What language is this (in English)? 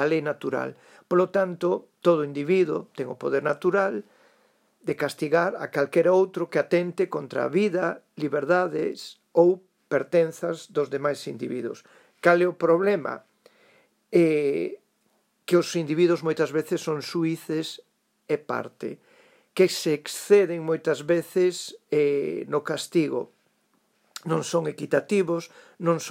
Galician